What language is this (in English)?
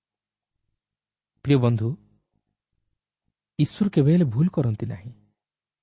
Odia